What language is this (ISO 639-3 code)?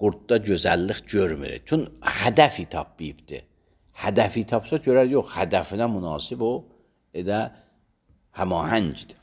aze